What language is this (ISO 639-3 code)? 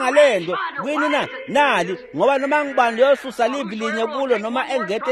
ssw